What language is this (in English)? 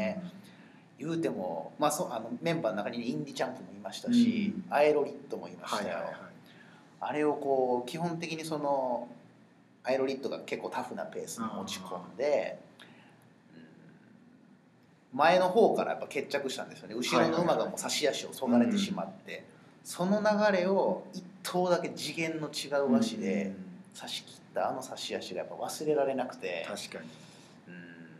Japanese